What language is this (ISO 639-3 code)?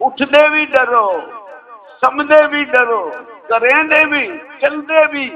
skr